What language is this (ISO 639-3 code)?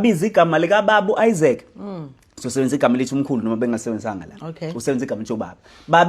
zul